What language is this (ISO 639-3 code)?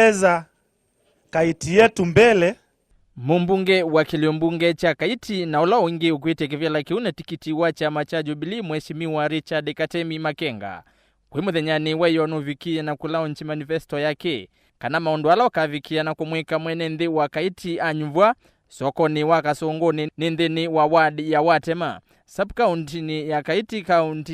kam